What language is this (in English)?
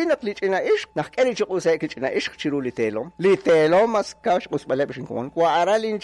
Kekchí